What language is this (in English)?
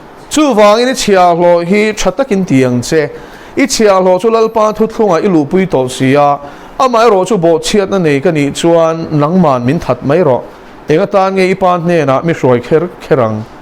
Mizo